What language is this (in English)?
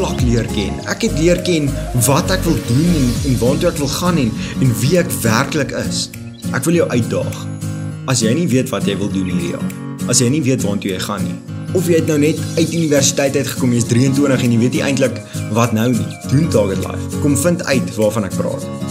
Afrikaans